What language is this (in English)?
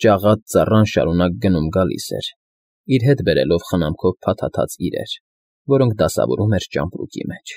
Armenian